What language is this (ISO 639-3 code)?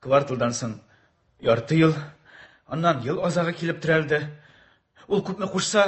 tat